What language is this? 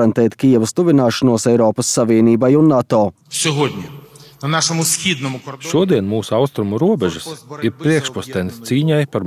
Latvian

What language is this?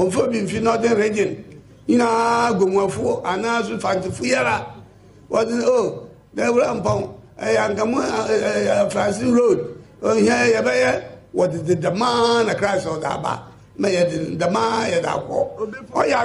Akan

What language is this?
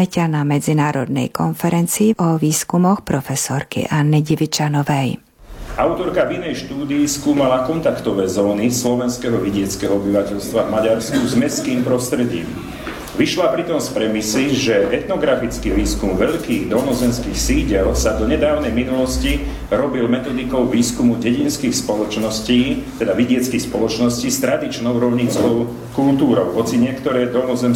Slovak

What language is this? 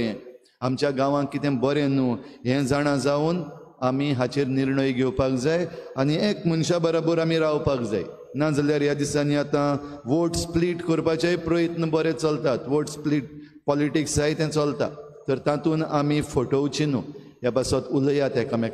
Konkani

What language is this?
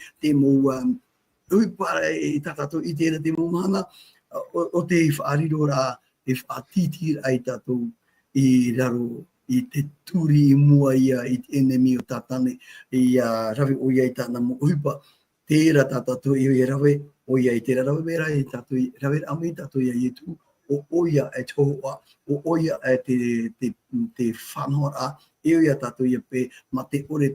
Tahitian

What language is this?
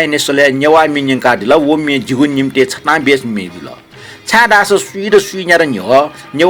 Newari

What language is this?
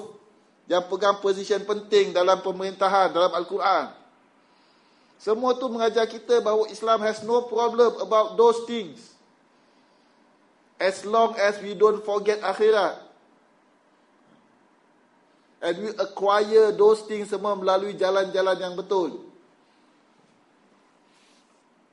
Malay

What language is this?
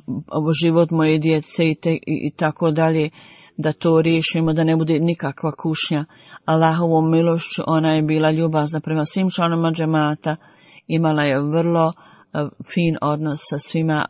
Bosnian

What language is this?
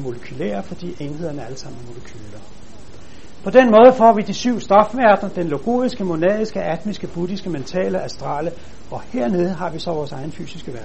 Danish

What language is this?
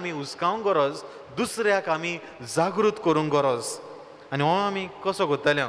Konkani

